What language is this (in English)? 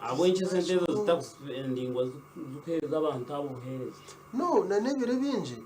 Nyankole